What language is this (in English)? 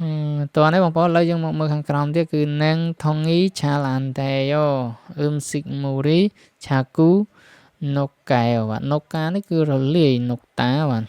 Khmer